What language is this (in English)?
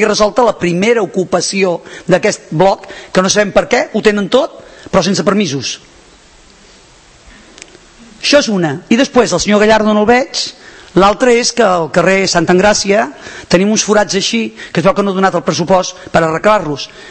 Catalan